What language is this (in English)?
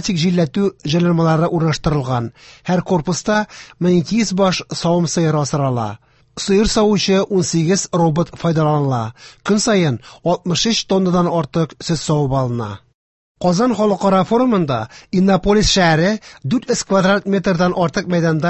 Tatar